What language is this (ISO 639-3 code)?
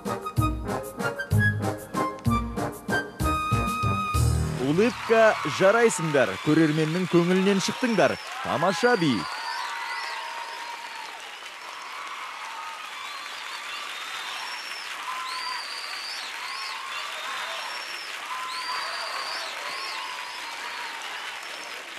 kaz